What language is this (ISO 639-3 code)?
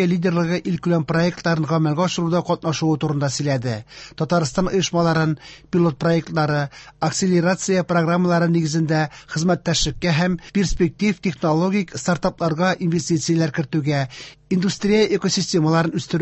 tat